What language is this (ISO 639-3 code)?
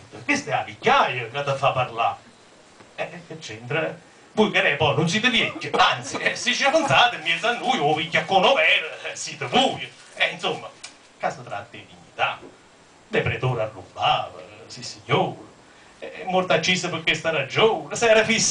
nap